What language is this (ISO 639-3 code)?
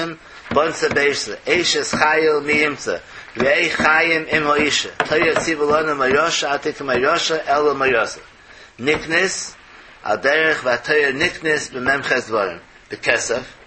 yid